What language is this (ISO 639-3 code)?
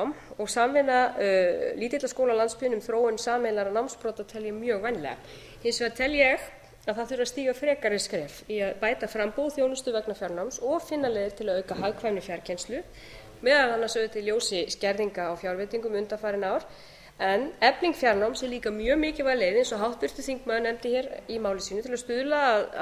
isl